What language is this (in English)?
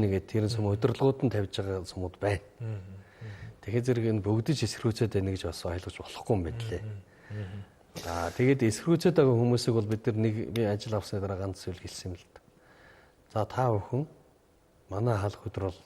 Mongolian